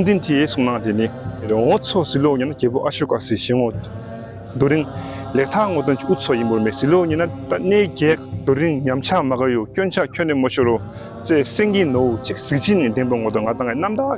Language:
Tibetan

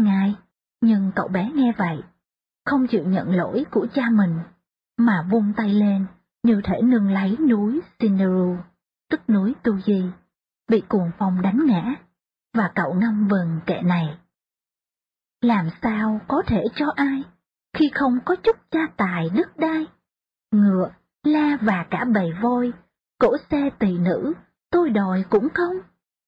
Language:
Vietnamese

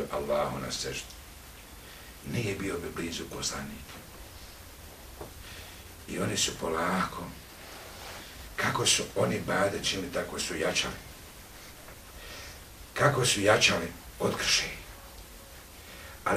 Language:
Bosnian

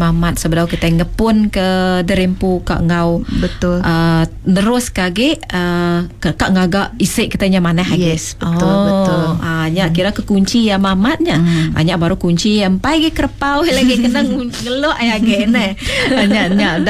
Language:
Iban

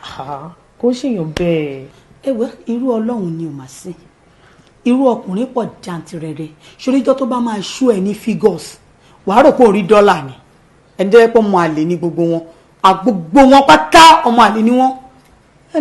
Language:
Yoruba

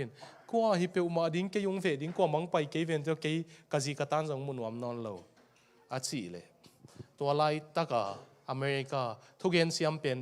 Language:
Tedim Chin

